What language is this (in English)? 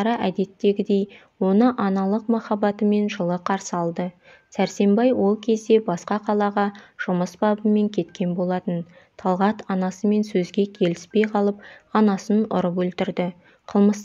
Kazakh